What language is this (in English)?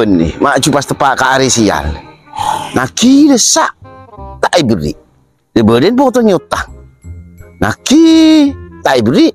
Madurese